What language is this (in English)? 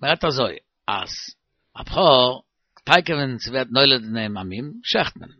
Yiddish